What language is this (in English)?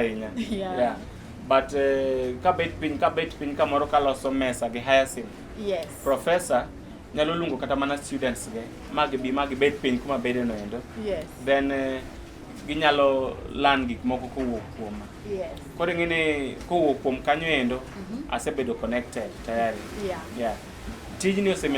Luo (Kenya and Tanzania)